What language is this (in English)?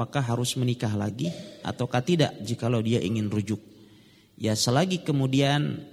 Indonesian